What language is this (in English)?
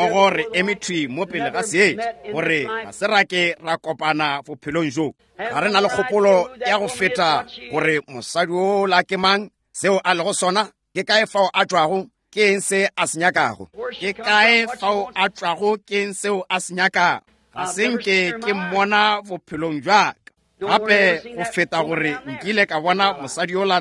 Northern Sotho